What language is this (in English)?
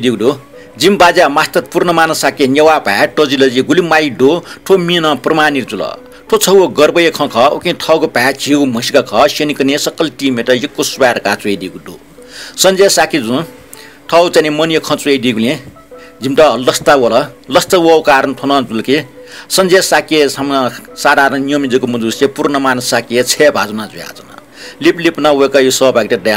Newari